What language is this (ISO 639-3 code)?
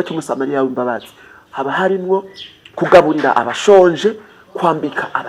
run